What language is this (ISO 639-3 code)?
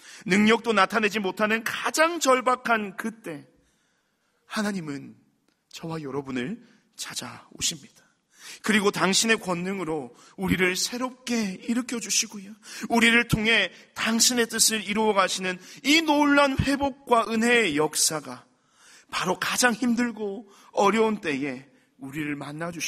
kor